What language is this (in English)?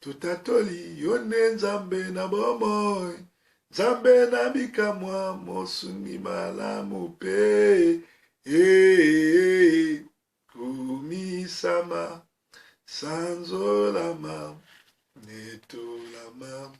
Lingala